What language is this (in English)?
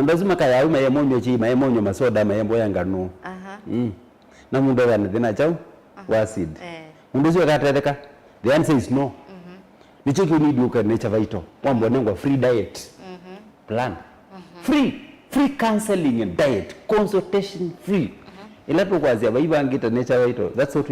Kamba